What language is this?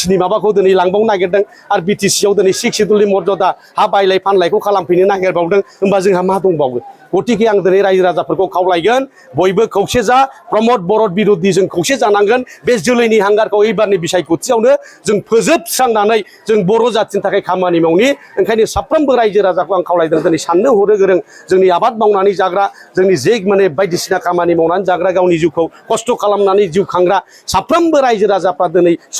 Bodo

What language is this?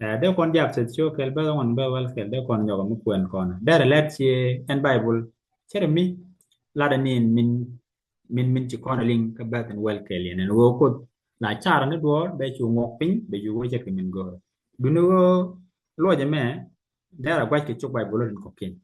Nuer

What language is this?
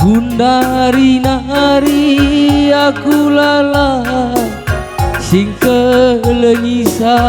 Batak Karo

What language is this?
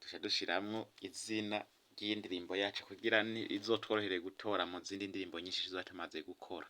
Rundi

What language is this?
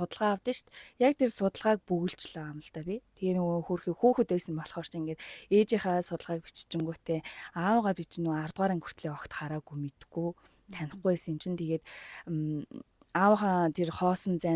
Mongolian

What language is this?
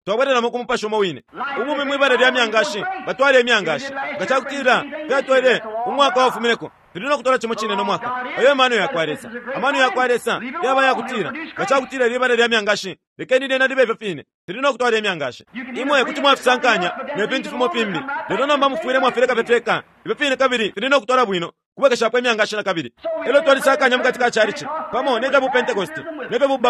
Bemba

